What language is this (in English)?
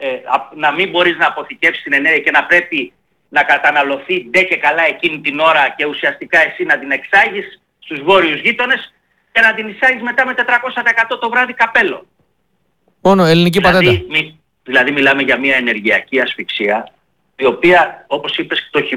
Greek